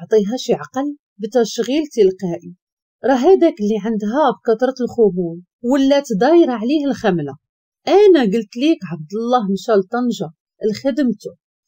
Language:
Moroccan Arabic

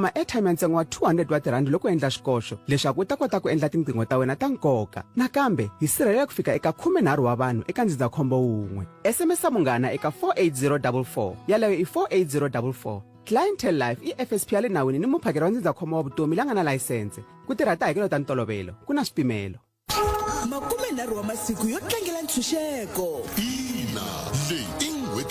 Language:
Tsonga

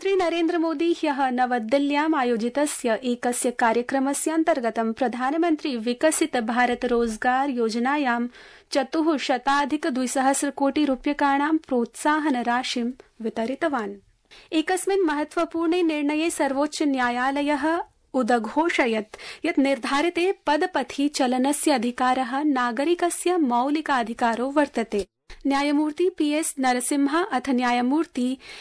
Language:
Sanskrit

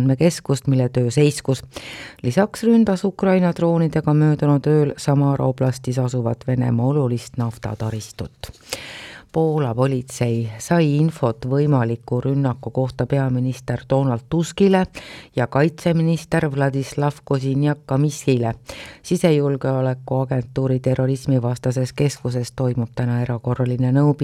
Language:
Estonian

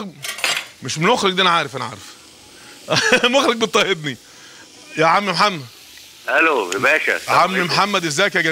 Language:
Egyptian Arabic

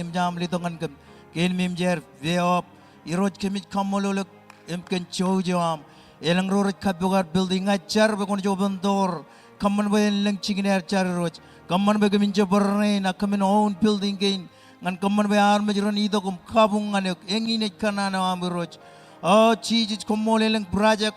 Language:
Marshallese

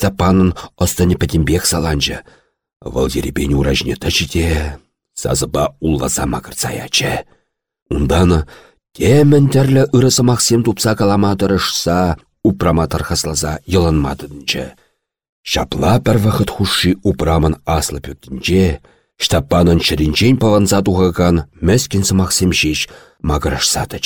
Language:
Chuvash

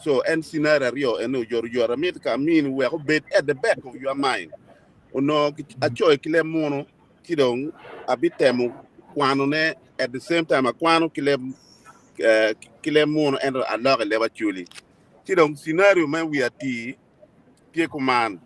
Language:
Acoli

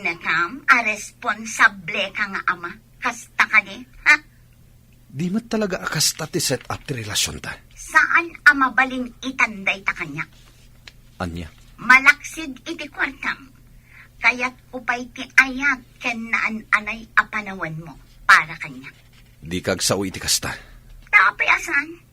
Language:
Iloko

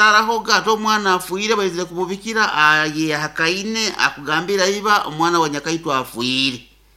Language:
Nyankole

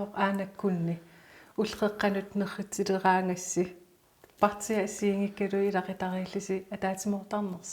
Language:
Kalaallisut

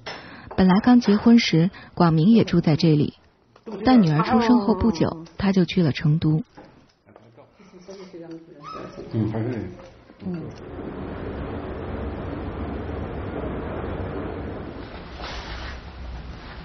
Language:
Chinese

